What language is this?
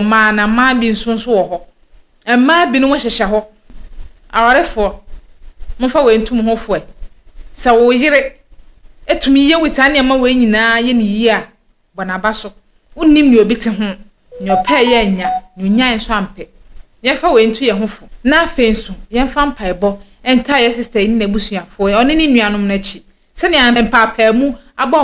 Akan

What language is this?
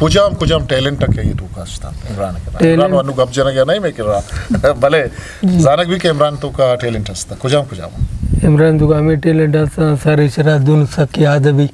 Eastern Balochi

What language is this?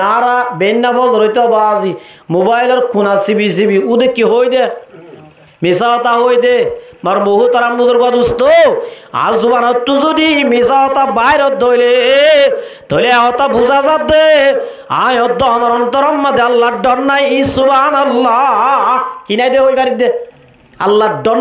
Rohingya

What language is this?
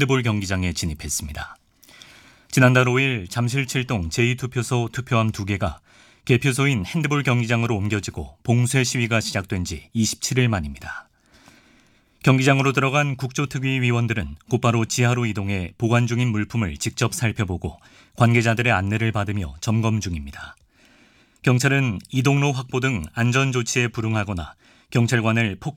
Korean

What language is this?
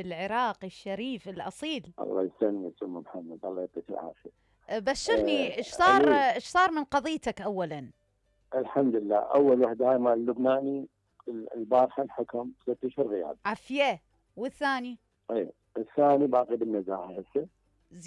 Mesopotamian Arabic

